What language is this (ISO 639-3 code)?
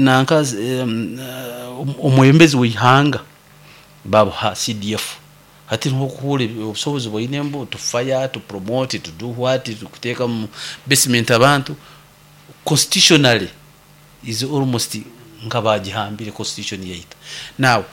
nyo